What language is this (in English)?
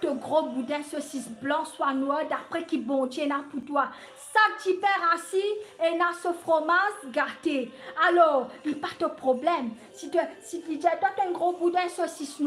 Morisyen